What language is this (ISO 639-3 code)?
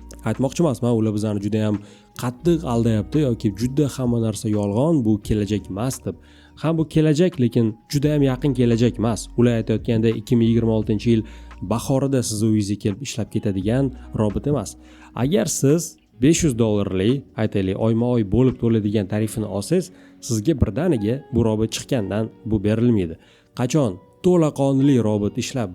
uzb